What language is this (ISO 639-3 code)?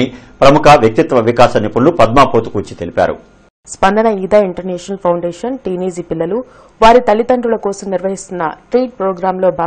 tel